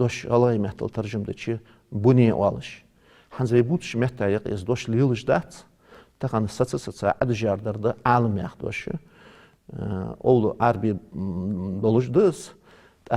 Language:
Ingush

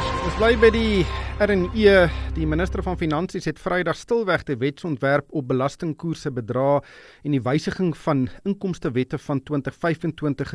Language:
Afrikaans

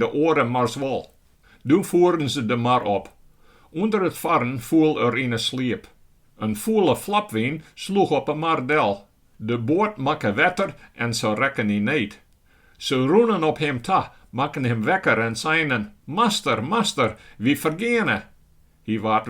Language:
Western Frisian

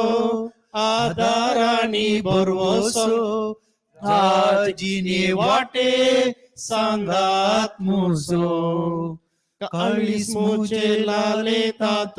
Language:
Konkani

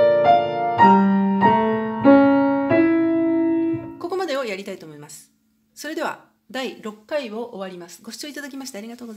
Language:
Japanese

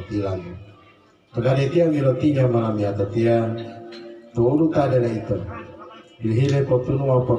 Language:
Gorontalo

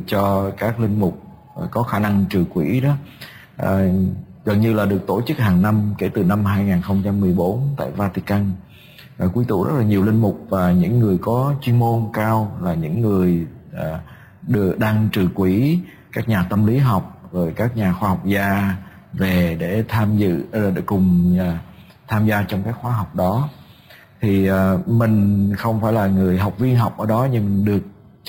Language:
Vietnamese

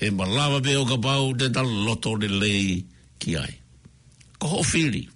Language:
Tongan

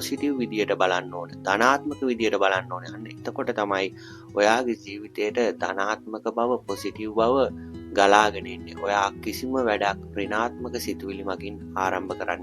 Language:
Sinhala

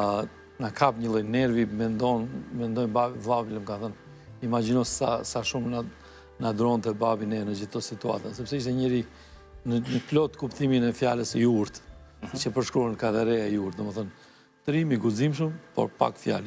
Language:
Albanian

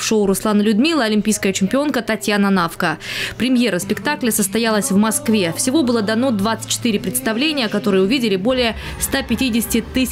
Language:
Russian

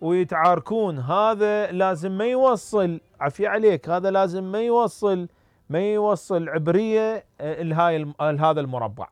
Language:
Mesopotamian Arabic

